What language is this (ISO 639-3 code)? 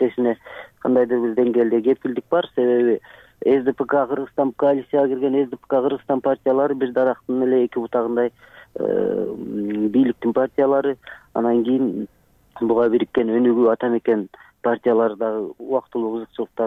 kir